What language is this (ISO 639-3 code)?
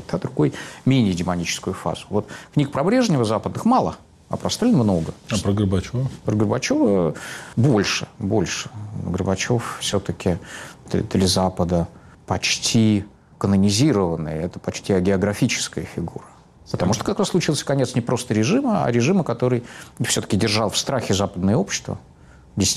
rus